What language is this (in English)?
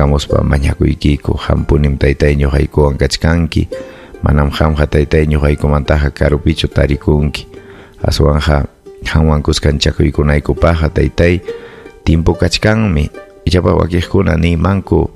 Ayacucho Quechua